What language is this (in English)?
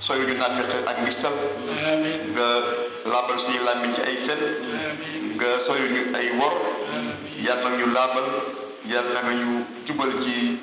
Wolof